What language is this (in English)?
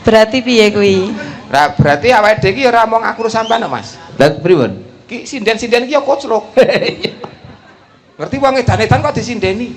Javanese